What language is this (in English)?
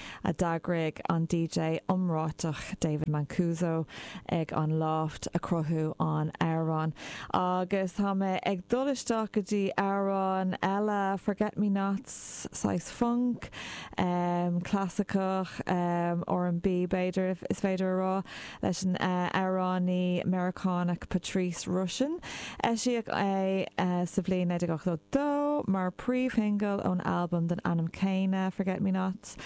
Irish